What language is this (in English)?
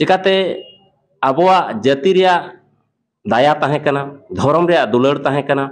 Santali